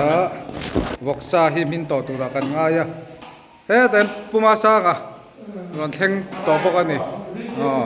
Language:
Mizo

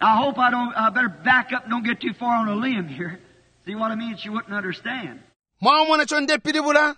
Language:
Bemba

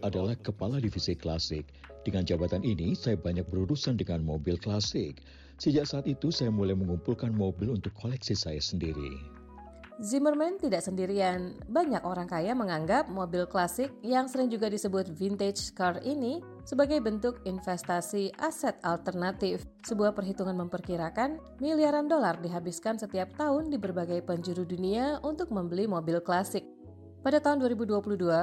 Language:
Indonesian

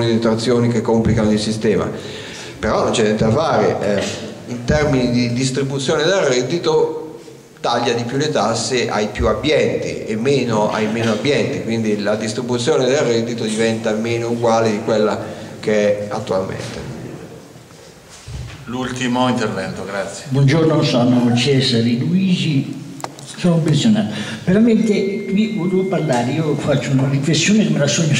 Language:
Italian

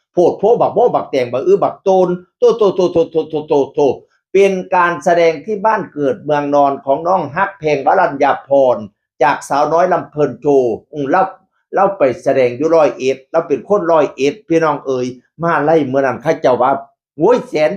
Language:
Northeastern Thai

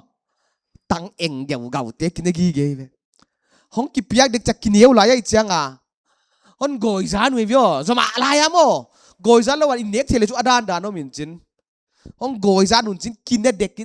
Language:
Paite Chin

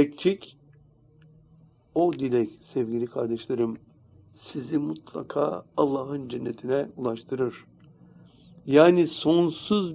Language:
Turkish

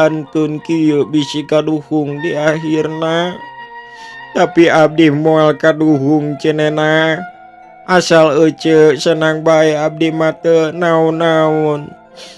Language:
Sundanese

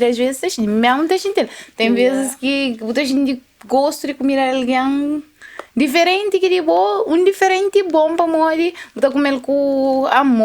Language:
Kabuverdianu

